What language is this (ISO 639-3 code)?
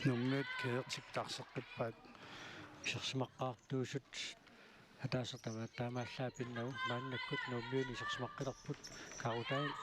kal